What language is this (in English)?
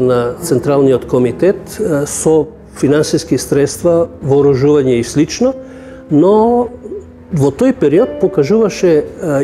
Macedonian